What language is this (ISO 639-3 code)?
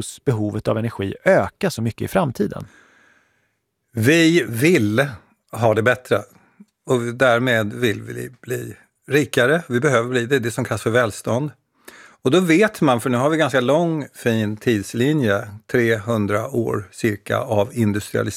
swe